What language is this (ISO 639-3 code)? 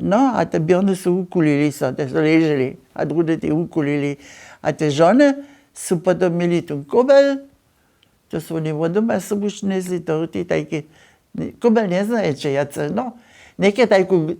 hsb